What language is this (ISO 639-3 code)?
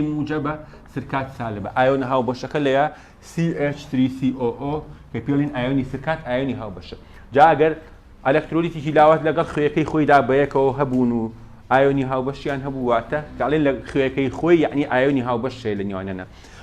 ckb